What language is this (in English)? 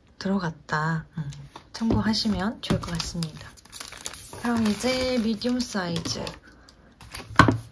Korean